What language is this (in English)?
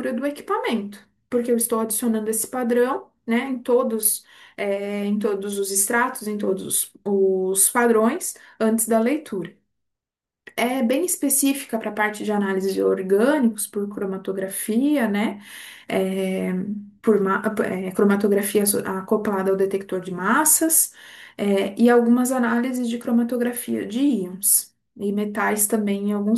Portuguese